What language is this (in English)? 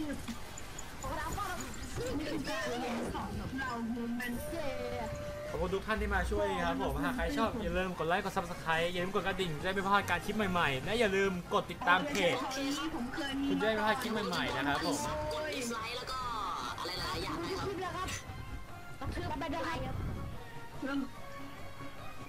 Thai